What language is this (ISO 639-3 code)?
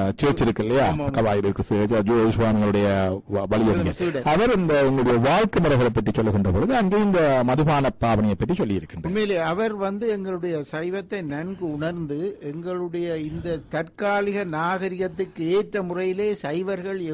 tam